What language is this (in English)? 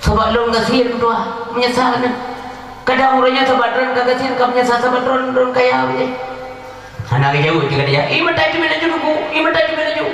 Achinese